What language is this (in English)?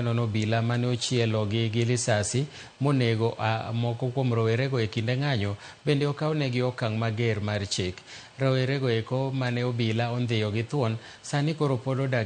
Luo (Kenya and Tanzania)